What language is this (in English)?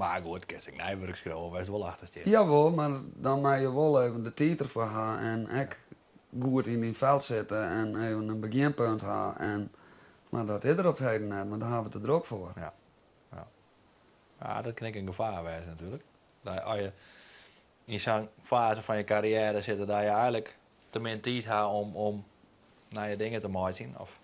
Western Frisian